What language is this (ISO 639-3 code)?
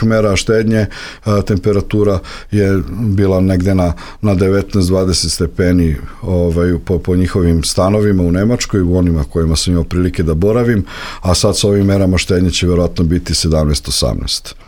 srp